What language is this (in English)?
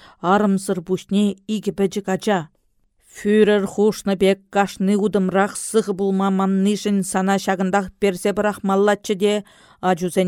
Chuvash